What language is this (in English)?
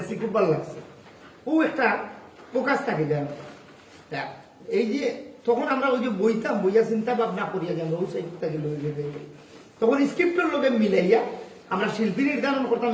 Sylheti